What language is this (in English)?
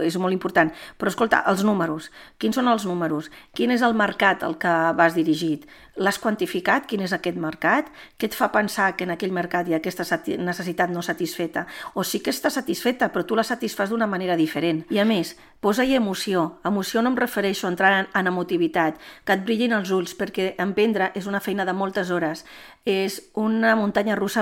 Catalan